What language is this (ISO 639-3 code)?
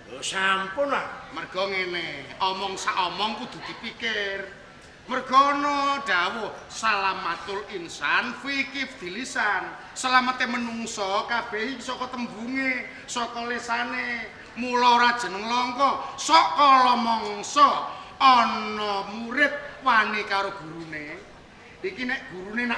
jav